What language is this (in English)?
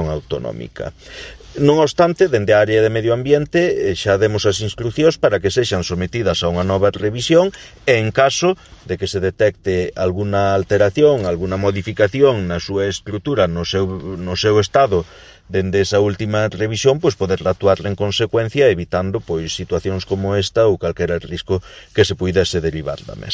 Galician